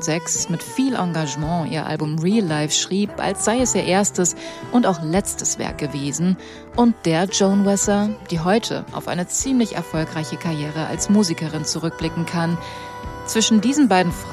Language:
German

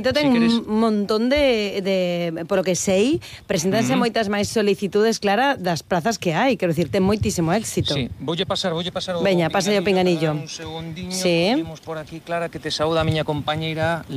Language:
Galician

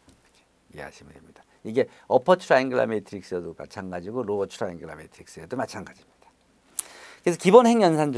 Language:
Korean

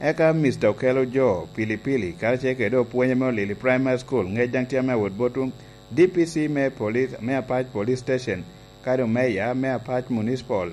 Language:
Lango (Uganda)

